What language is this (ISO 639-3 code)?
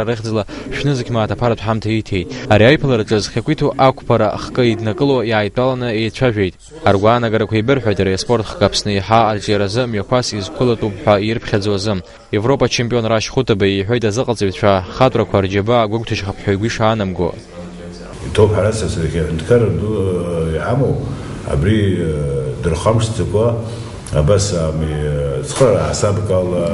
abk